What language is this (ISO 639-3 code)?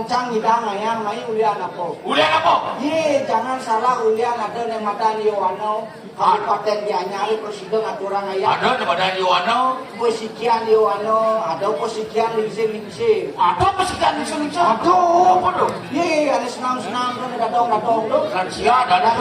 ban